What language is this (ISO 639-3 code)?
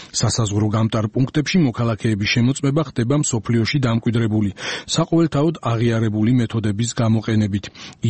kat